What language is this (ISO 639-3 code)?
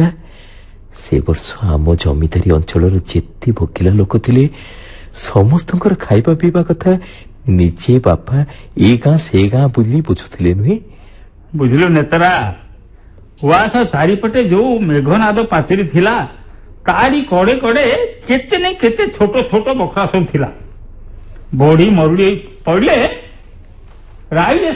ori